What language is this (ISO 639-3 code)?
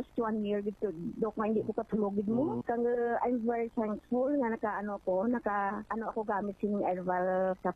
hil